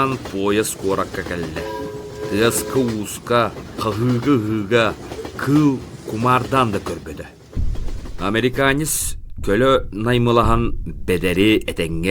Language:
Yakut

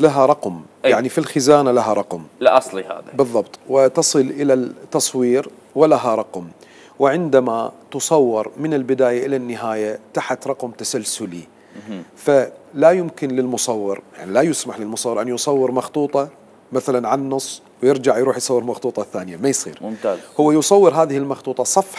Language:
Mesopotamian Arabic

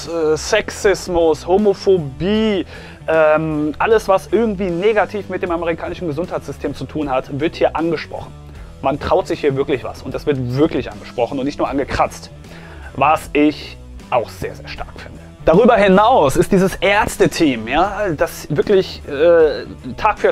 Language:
German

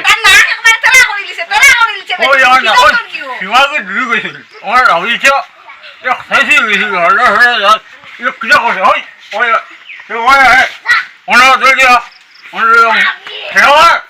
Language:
Sylheti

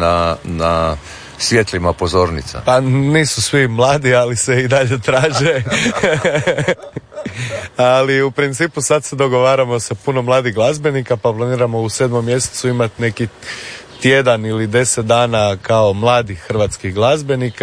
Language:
Croatian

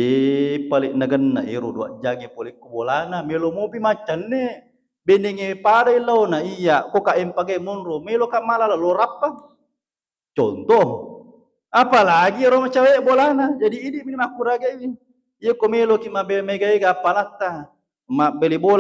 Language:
Buginese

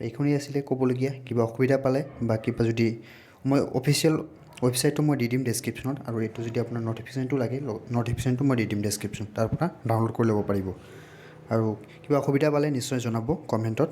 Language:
Assamese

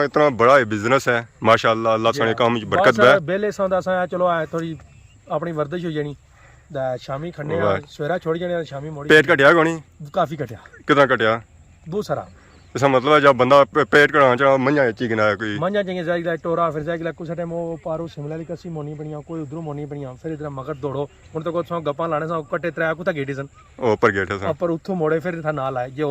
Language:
Pahari-Potwari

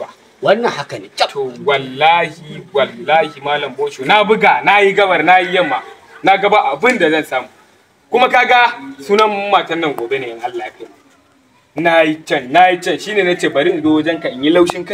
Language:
Hausa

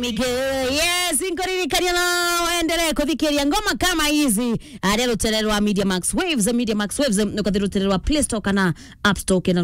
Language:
Meru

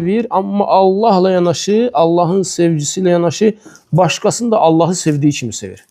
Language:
Azerbaijani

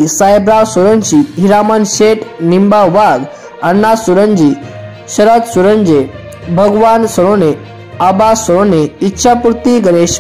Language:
Marathi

